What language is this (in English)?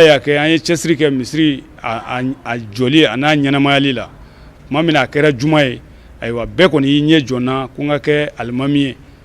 Bambara